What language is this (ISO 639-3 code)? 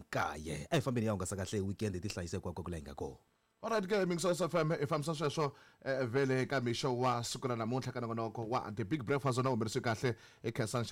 tso